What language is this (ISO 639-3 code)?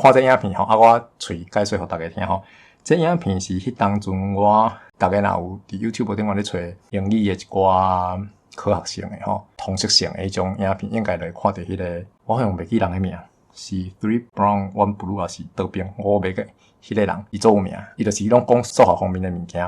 nan